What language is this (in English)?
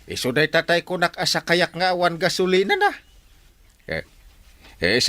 Iloko